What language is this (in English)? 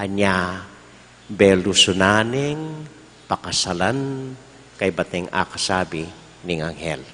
Pampanga